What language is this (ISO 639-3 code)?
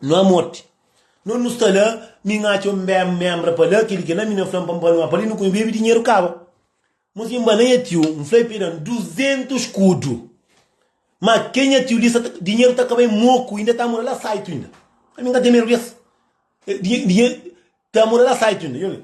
kea